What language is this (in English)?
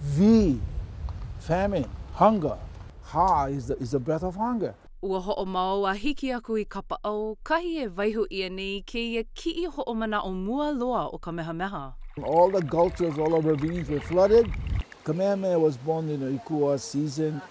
Hawaiian